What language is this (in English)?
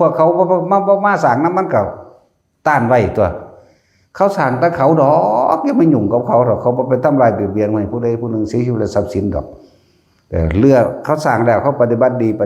Northeastern Thai